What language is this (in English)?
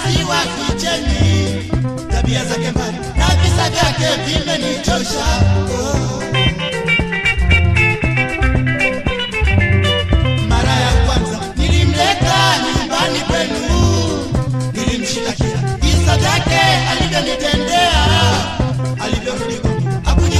Swahili